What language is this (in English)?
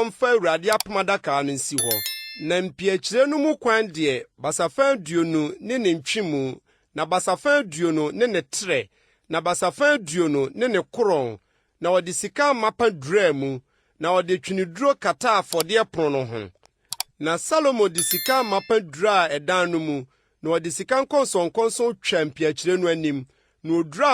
Akan